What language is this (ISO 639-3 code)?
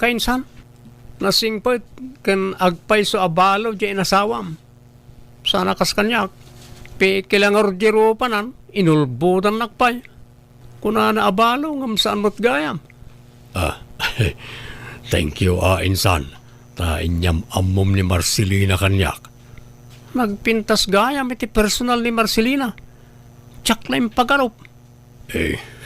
ilo